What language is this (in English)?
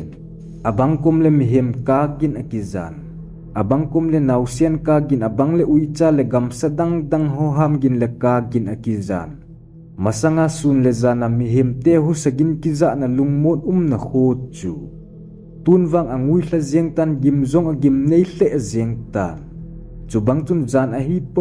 Thado Chin